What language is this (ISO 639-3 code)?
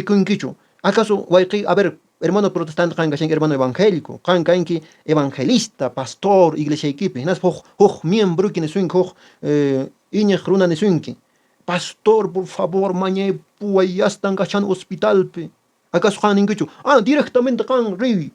que